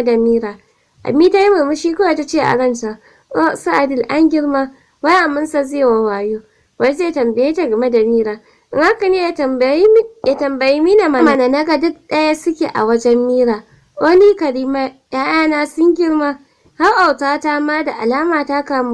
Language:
Hausa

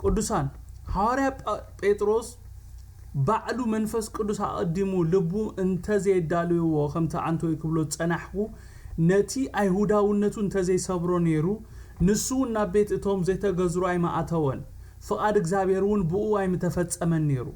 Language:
Tigrinya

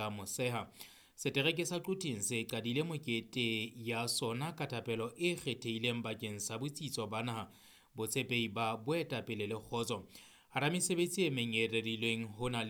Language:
Southern Sotho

